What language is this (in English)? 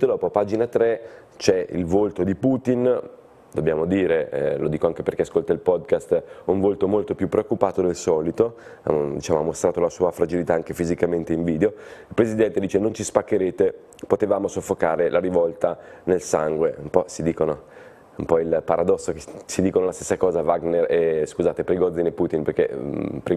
Italian